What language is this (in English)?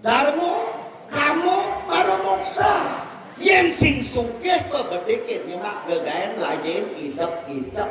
Balinese